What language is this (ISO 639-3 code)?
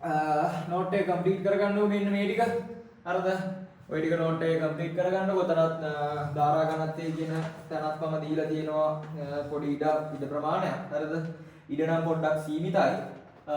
sin